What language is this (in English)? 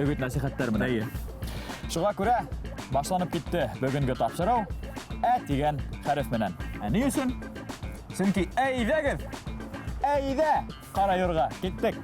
Bashkir